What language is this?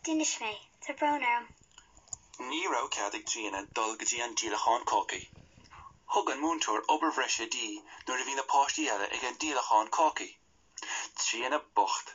Irish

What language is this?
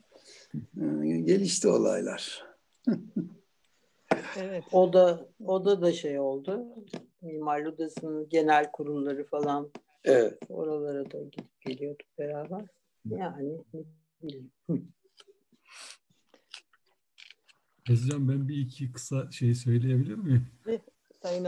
Turkish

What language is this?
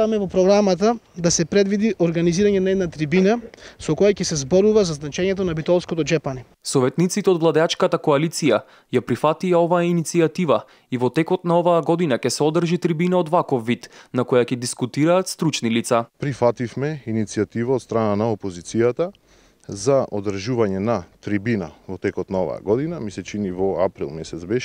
Macedonian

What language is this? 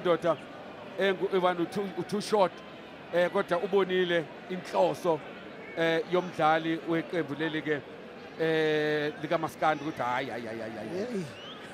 Zulu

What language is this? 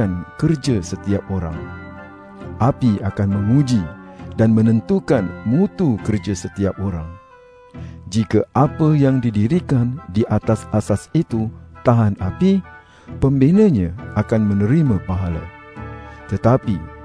Malay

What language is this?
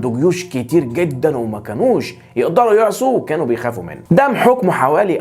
Egyptian Arabic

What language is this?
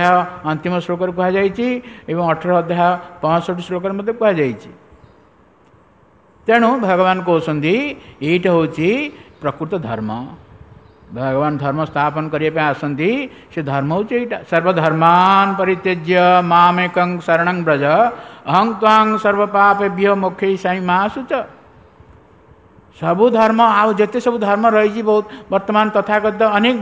Odia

